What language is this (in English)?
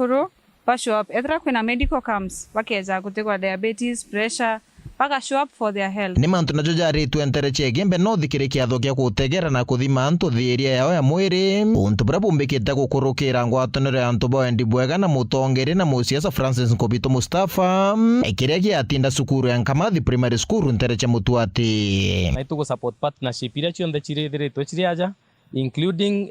Meru